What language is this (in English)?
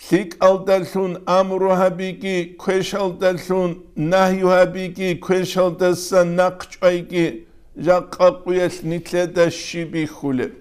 Avaric